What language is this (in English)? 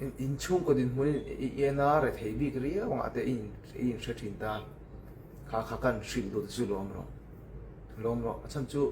Mizo